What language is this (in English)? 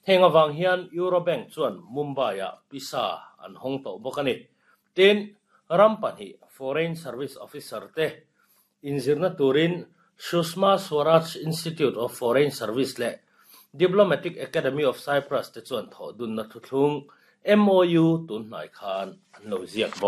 Mizo